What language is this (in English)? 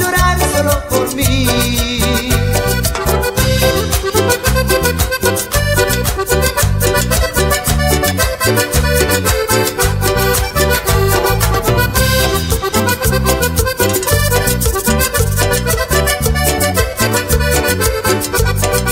Spanish